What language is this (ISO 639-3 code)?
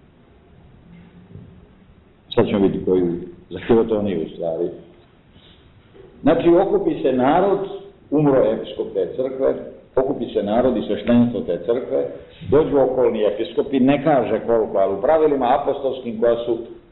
srp